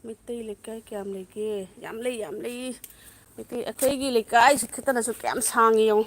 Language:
Manipuri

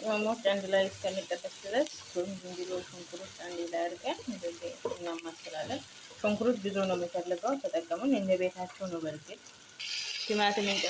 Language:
Amharic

